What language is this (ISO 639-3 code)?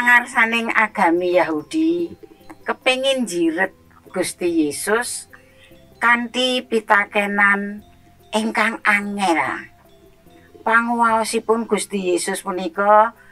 jav